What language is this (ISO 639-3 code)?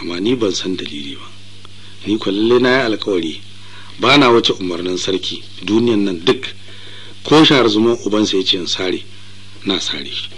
hau